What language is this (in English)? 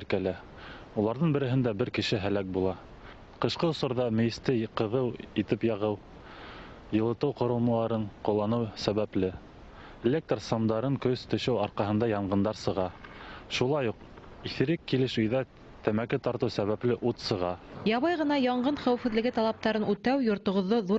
Bashkir